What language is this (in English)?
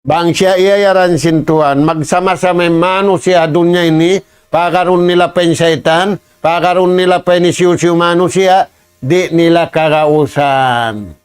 Tausug